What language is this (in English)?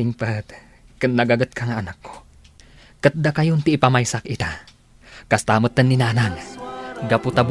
Iloko